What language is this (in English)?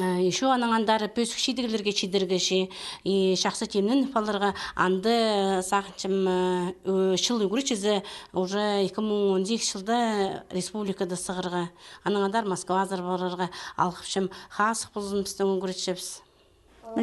Khakas